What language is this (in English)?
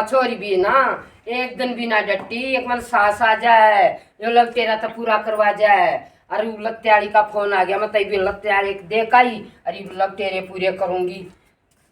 Haryanvi